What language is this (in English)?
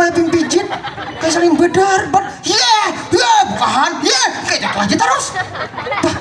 Banjar